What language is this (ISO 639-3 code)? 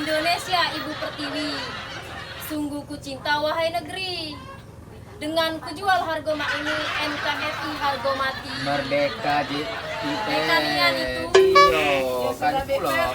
mui